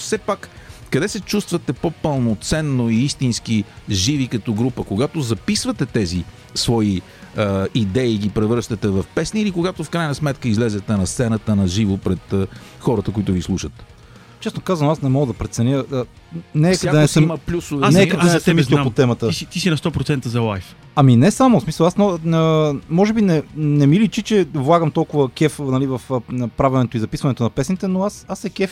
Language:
Bulgarian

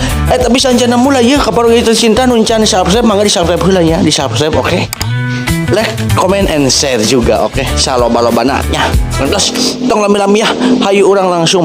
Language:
Sundanese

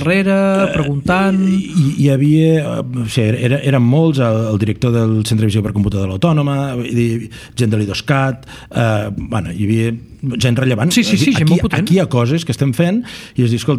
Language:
Catalan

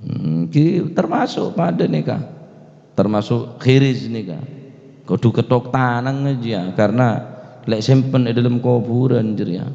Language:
Madurese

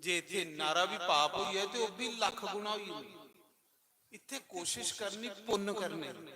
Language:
Dogri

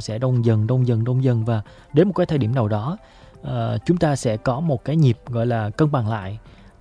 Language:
Vietnamese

